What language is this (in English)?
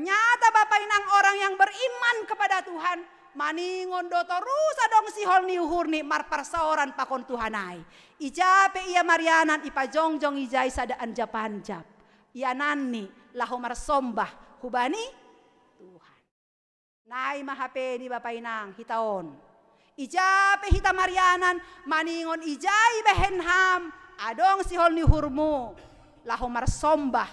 Batak Simalungun